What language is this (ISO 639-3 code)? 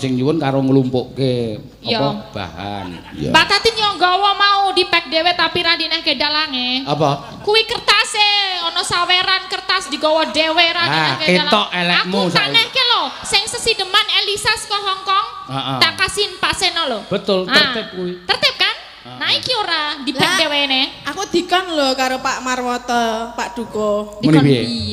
jav